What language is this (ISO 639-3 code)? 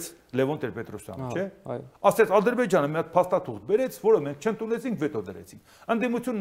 hye